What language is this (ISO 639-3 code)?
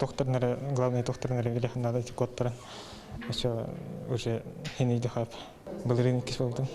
sah